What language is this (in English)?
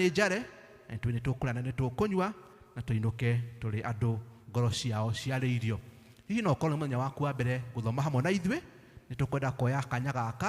Kikuyu